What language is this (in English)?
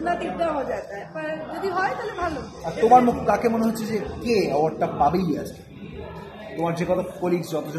Bangla